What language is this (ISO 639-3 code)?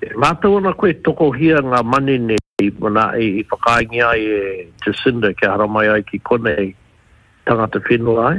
mri